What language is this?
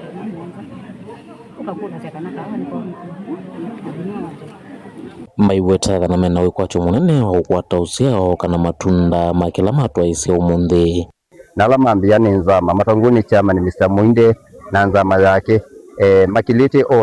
Kamba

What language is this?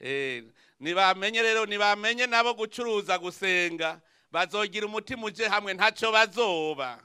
Rundi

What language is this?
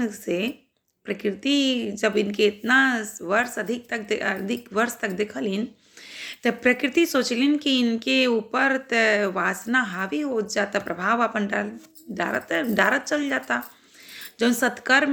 Bhojpuri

